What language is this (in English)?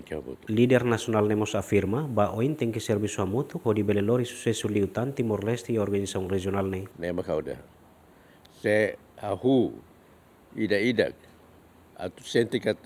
Tetum